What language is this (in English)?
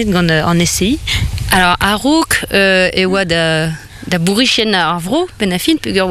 Breton